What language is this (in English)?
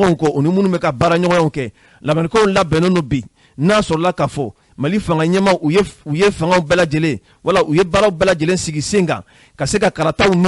Bambara